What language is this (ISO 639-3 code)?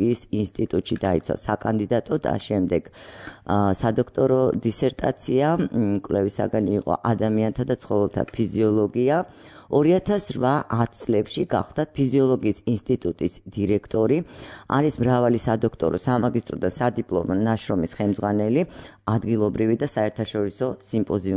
kat